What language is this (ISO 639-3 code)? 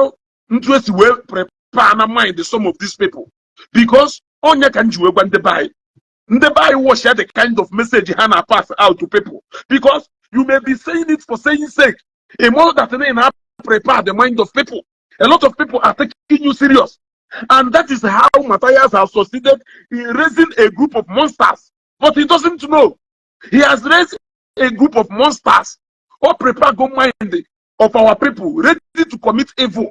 ibo